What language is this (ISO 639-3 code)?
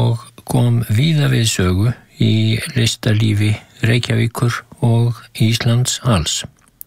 isl